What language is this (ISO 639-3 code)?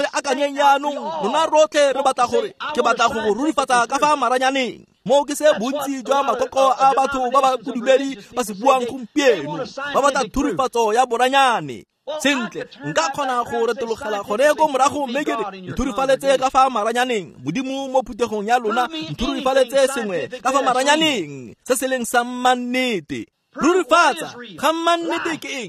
tsn